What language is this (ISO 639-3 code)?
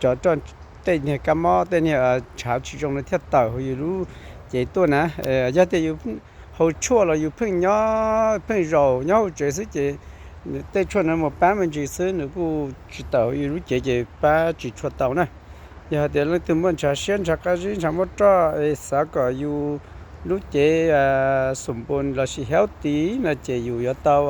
hmn